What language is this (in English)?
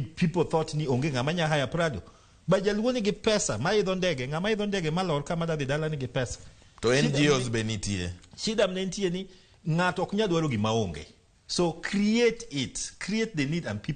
Luo (Kenya and Tanzania)